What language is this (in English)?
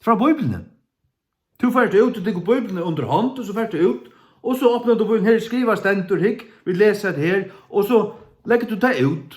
Faroese